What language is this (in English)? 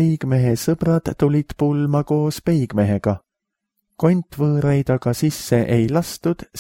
Estonian